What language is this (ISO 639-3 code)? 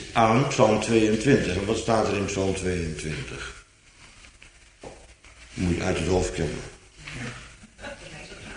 nld